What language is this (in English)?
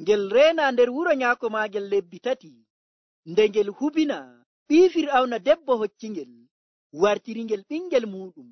Nigerian Fulfulde